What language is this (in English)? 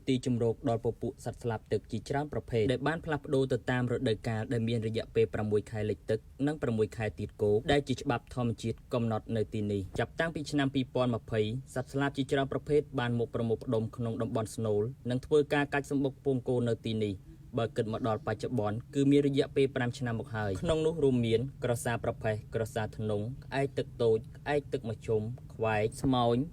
Khmer